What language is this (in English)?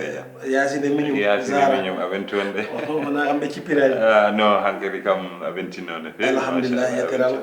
Fula